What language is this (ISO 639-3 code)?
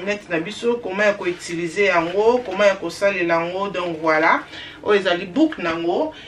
lin